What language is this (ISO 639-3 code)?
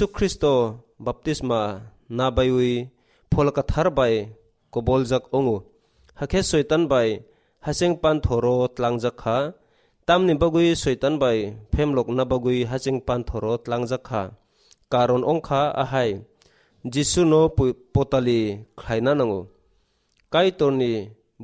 trp